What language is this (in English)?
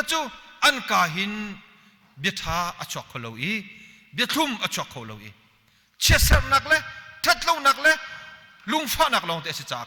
Hakha Chin